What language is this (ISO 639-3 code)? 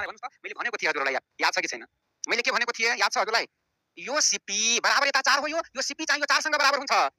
nep